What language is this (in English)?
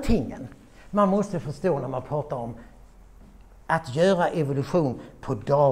Swedish